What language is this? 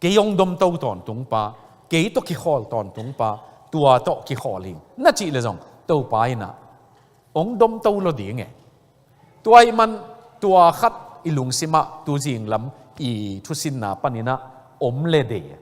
Tedim Chin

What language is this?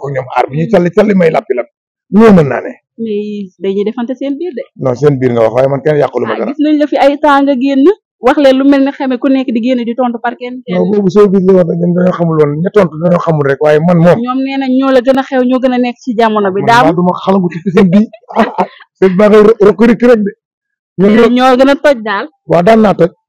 Wolof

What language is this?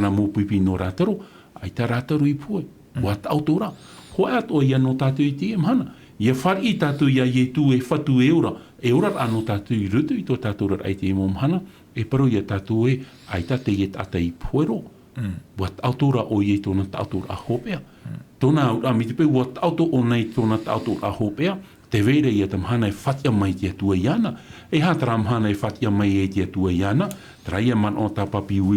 Tahitian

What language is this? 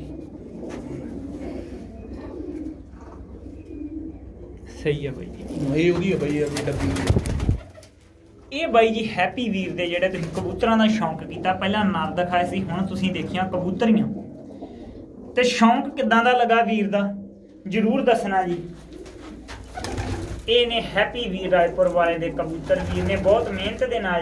Punjabi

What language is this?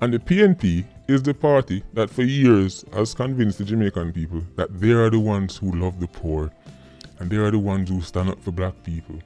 Jamaican Creole English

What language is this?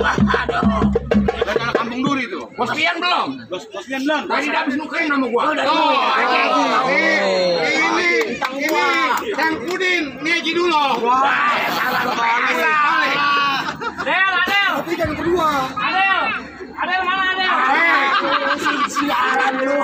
Betawi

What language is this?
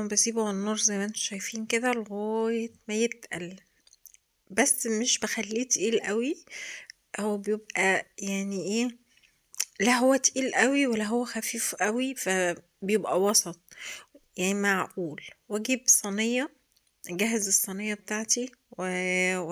Egyptian Arabic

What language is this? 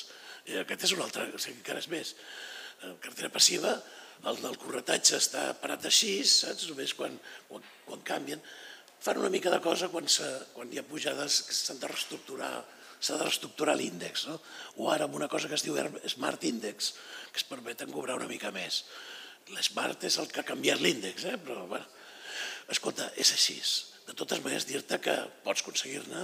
Catalan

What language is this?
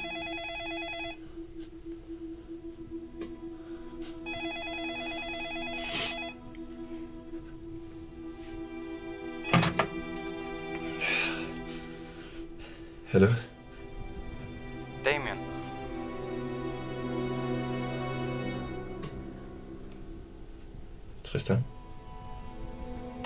Danish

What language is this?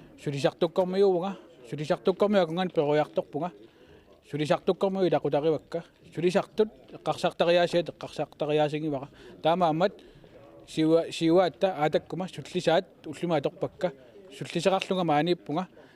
Kalaallisut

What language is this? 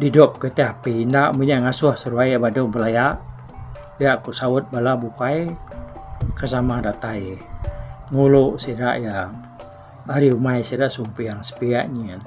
Iban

